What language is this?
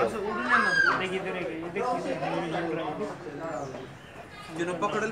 Marathi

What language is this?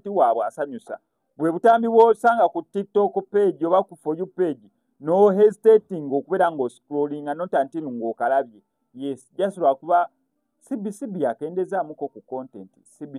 Ganda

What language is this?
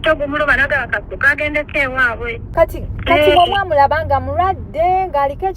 Ganda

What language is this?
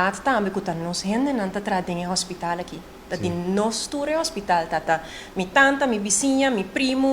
Papiamento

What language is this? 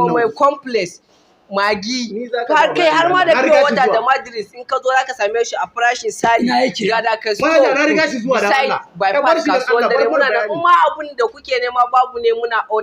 Hausa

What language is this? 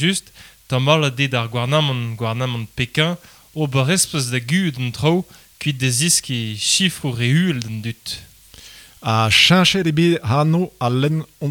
Breton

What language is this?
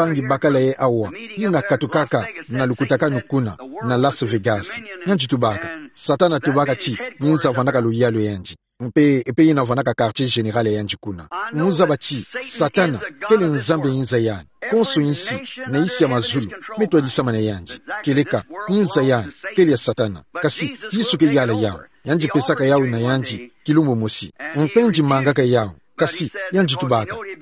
Kituba (Democratic Republic of Congo)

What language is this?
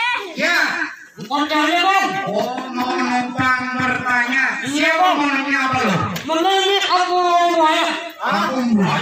Betawi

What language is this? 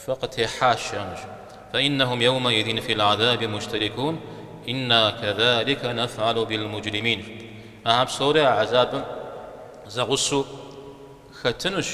Kabardian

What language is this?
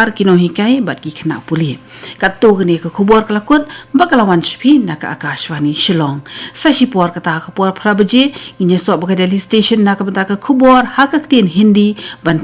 Khasi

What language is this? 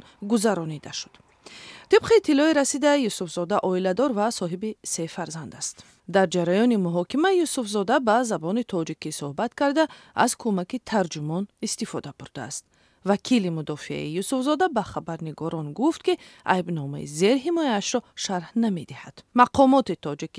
Tajik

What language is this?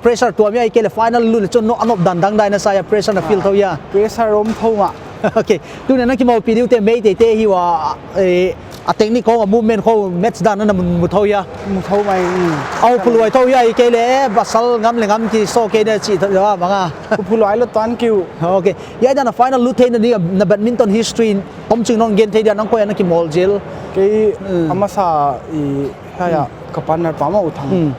Paite Chin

